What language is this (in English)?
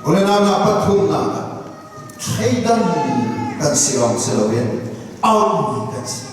Falam Chin